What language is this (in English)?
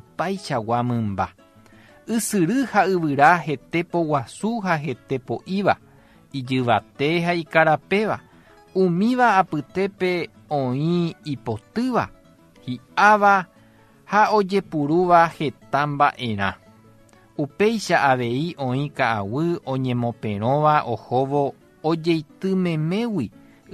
Guarani